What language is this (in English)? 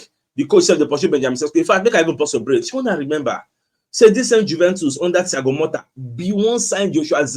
Nigerian Pidgin